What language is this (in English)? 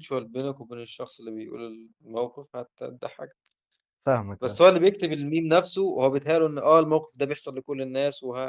Egyptian Arabic